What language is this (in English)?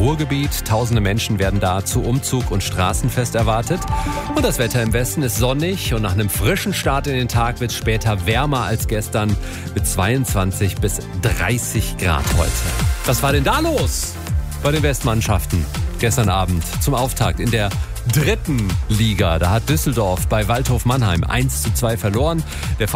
German